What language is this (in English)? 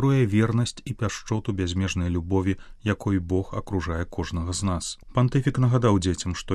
Belarusian